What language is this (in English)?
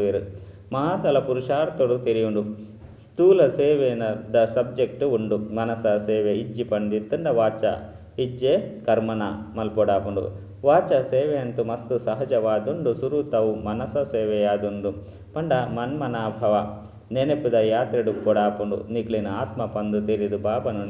Tulu